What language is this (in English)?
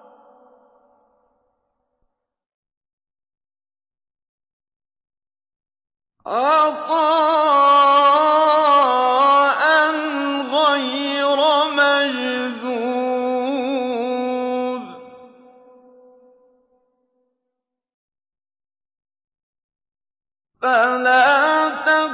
Arabic